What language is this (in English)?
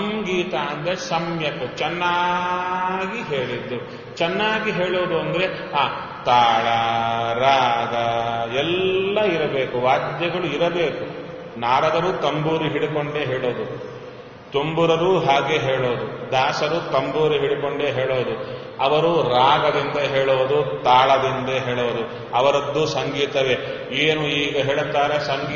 Kannada